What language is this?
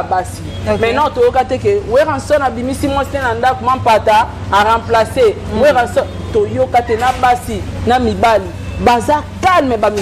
Lingala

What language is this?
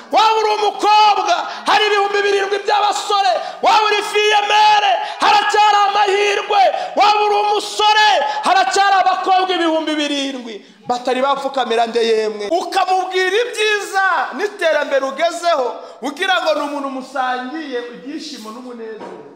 Kinyarwanda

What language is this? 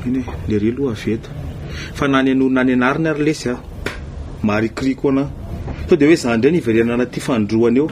Malagasy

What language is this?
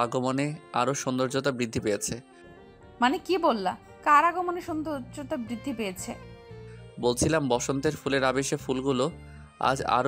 Bangla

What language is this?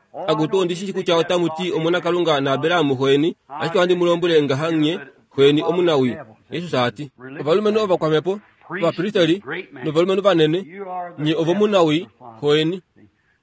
Kuanyama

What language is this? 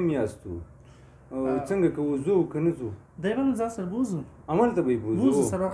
Pashto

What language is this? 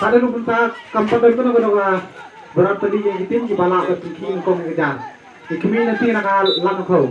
Khasi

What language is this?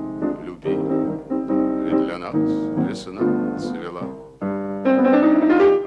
Russian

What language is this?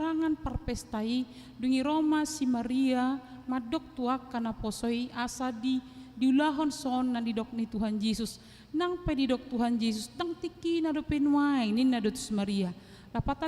Batak Toba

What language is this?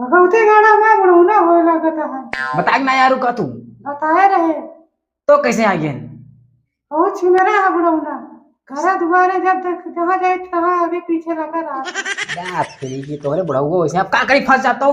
Awadhi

